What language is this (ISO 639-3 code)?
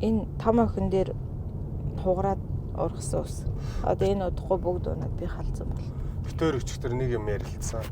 mon